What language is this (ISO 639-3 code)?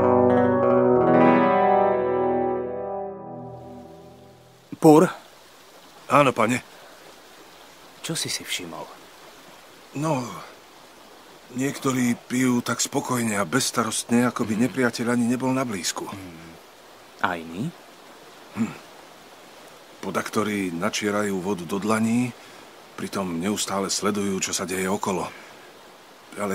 slk